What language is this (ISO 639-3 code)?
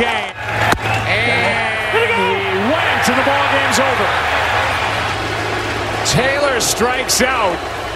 eng